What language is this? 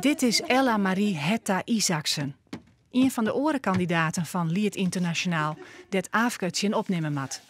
Western Frisian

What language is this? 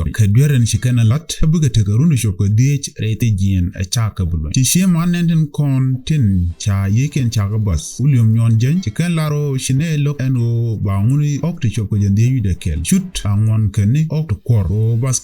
Nuer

